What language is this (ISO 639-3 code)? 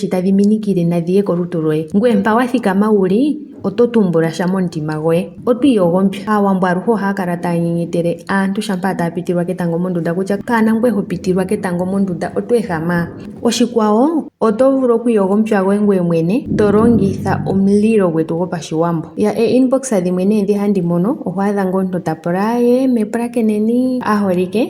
ndo